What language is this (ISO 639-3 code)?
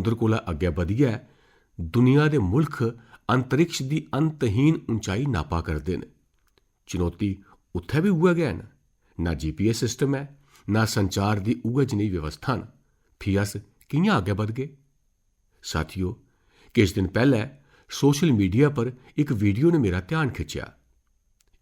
doi